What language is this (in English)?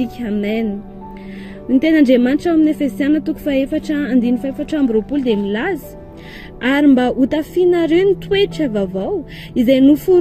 Malagasy